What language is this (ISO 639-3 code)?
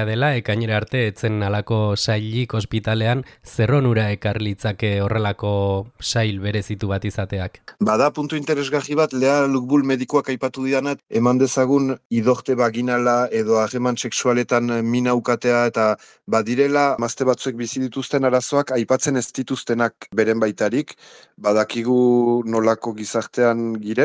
eus